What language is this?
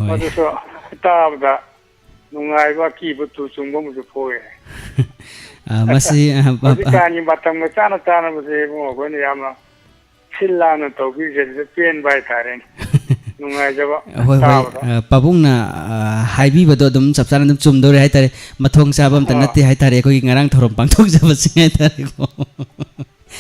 Manipuri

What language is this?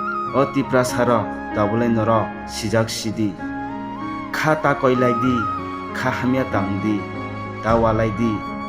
Kok Borok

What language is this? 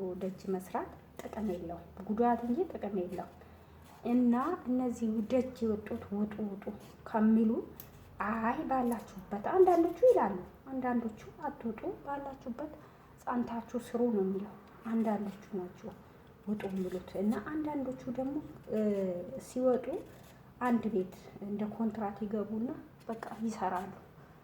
Amharic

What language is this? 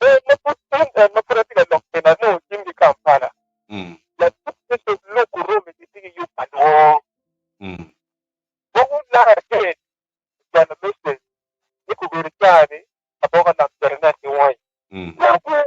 Acoli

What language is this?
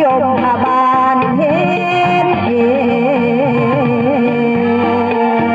Northeastern Thai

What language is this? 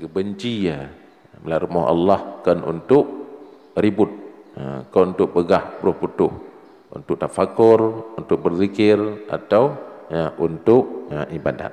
Achinese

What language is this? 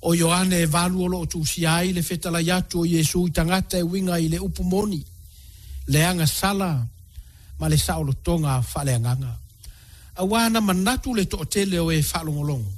Samoan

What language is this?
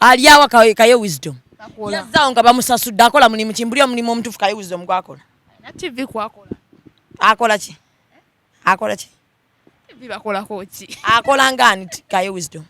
Ganda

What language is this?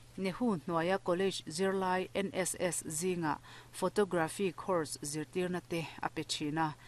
Mizo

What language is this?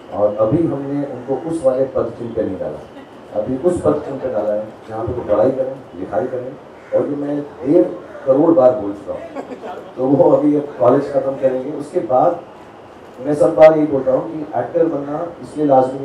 Hindi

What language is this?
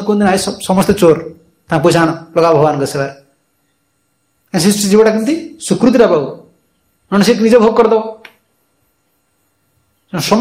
Odia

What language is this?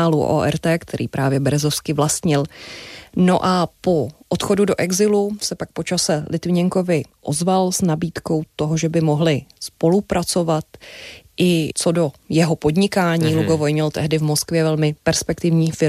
Czech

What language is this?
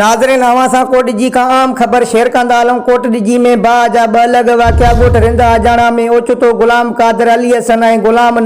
Sindhi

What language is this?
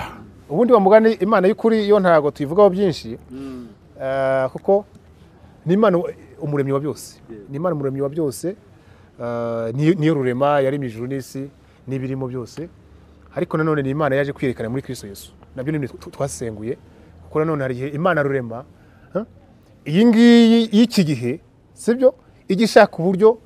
Kinyarwanda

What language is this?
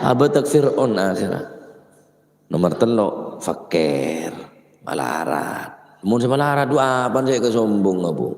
Madurese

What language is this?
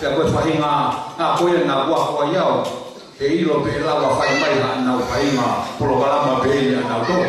Tongan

